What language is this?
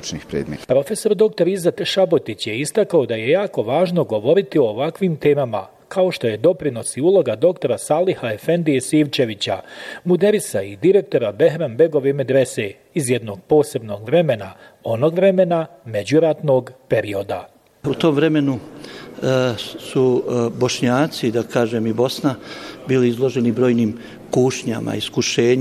Bosnian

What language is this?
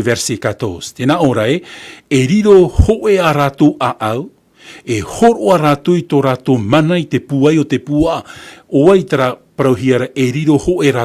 Tahitian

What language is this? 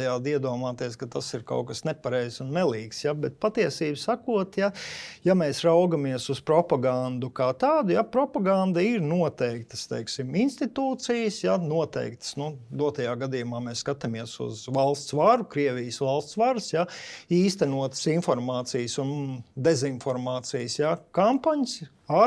Latvian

